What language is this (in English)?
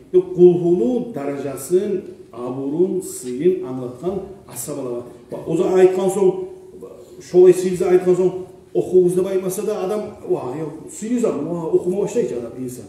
Kumyk